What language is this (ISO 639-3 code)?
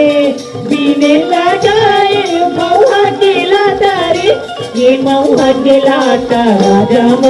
hne